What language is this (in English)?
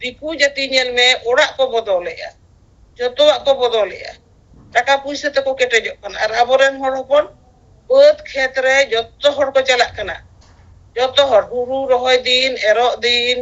Santali